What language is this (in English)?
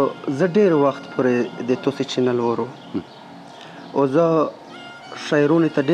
Pashto